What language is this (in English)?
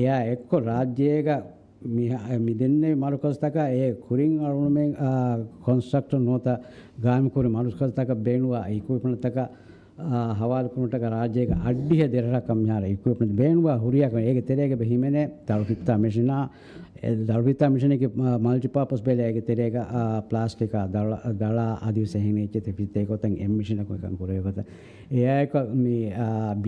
Divehi